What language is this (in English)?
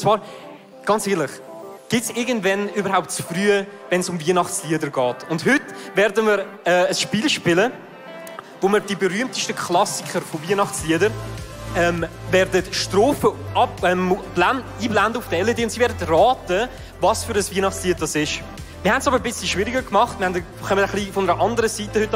Swiss German